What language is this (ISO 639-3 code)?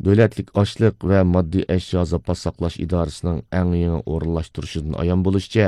uig